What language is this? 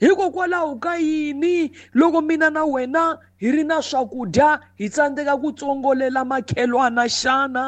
Tsonga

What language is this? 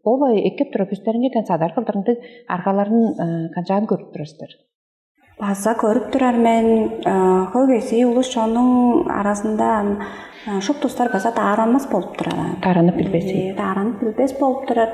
Tuvinian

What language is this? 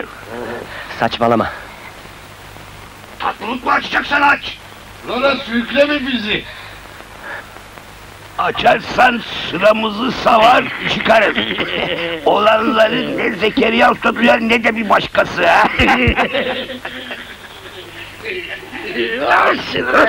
Turkish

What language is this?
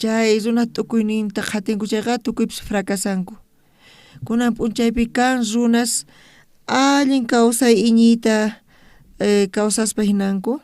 South Bolivian Quechua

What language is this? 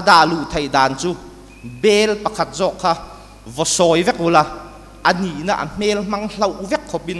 Hakha Chin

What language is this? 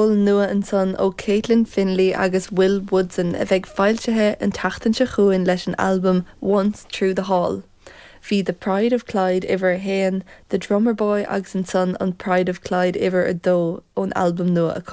Irish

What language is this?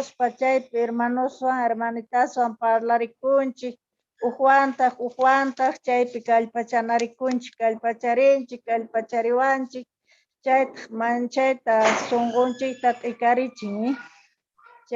Quechua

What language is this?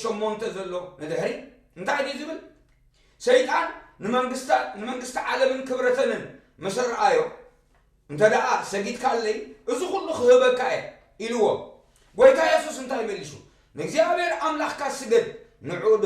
Tigrinya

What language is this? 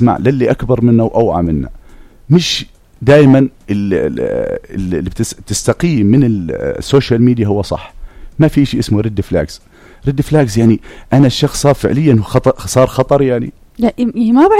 North Levantine Arabic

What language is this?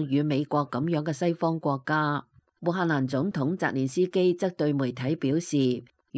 Cantonese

